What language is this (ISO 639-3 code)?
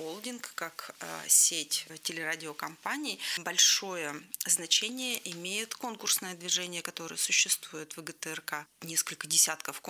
rus